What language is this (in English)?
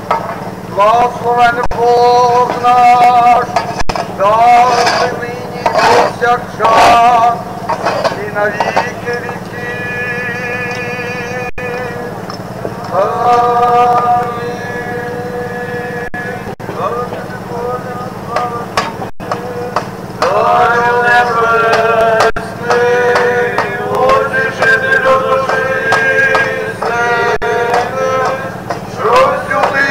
Ukrainian